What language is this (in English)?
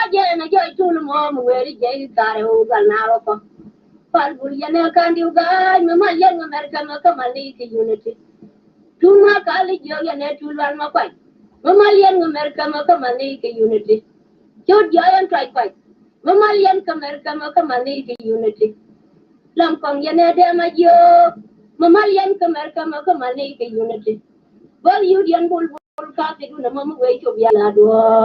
Nuer